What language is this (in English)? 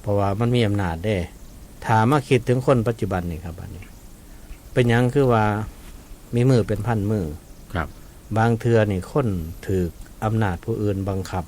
Northeastern Thai